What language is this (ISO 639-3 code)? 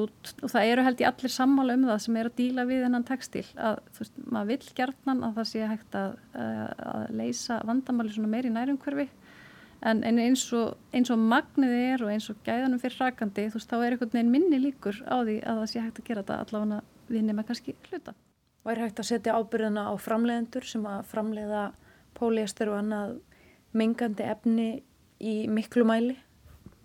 isl